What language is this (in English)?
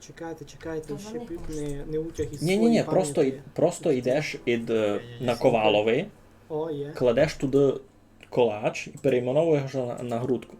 Rusyn